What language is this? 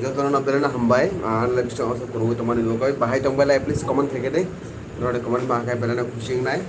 Kok Borok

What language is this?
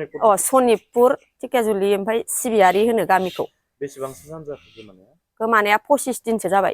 Bodo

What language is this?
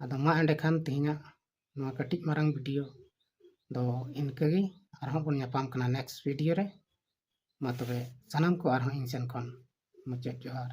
Santali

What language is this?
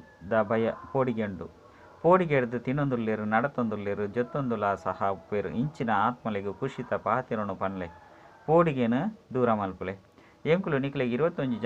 Tulu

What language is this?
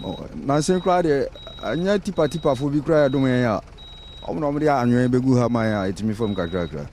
Akan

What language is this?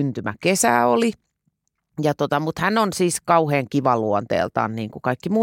Finnish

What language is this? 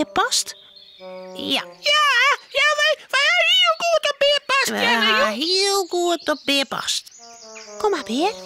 Western Frisian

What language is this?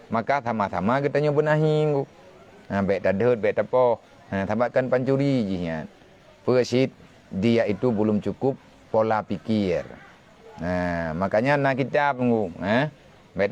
Achinese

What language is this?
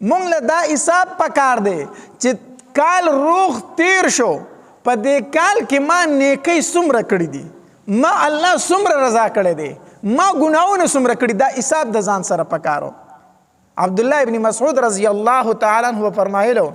Pashto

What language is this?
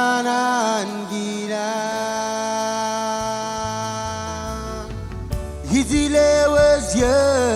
Marshallese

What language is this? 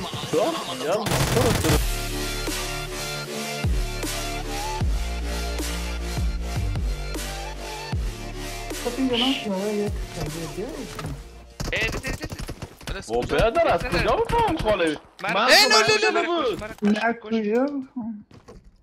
Persian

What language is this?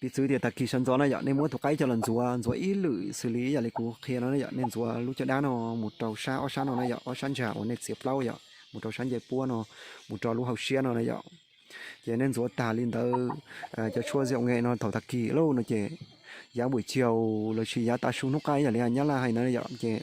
Hmong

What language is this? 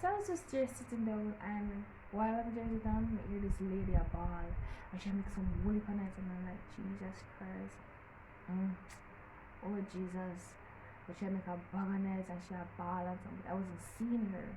Jamaican Creole English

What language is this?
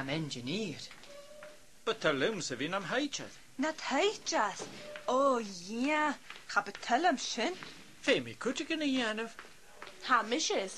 Scottish Gaelic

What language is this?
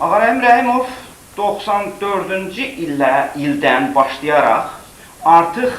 Azerbaijani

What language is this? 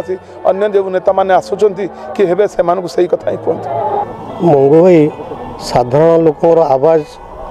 Odia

